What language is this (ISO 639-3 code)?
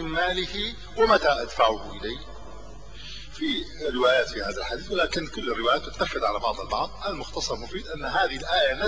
ara